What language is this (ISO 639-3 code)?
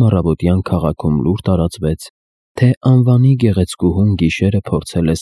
hye